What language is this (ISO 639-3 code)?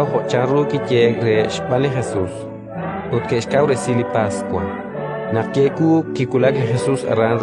kek